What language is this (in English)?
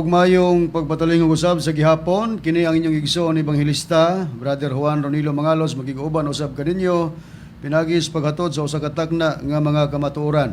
Cebuano